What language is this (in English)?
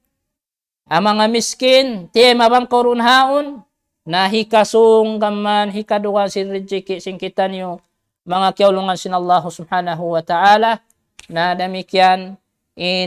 Tausug